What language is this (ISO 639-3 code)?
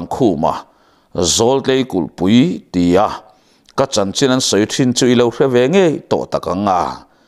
lus